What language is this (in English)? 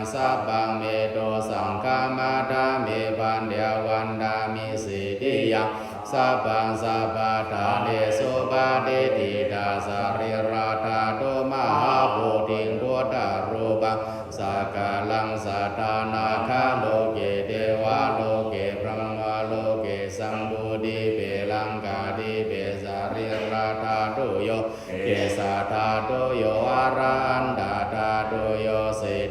Pali